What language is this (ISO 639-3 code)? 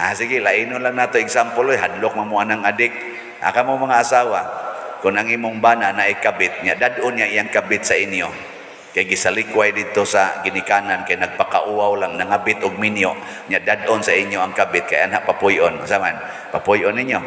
ceb